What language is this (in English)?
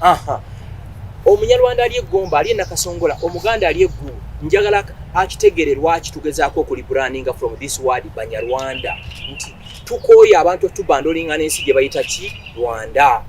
Ganda